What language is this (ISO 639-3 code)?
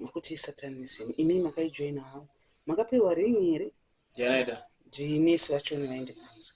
sna